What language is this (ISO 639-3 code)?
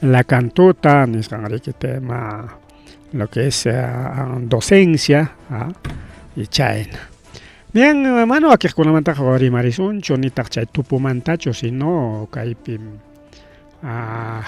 quy